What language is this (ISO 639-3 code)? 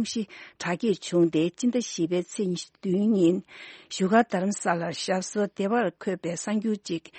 bod